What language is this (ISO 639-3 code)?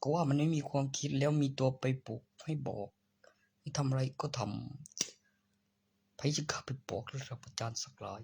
tts